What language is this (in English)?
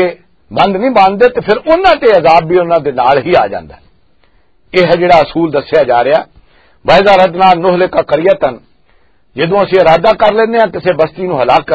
Western Panjabi